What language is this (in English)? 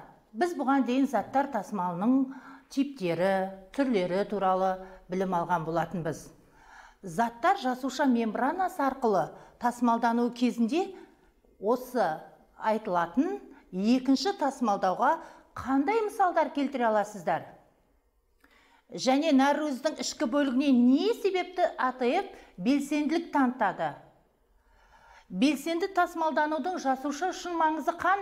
Kazakh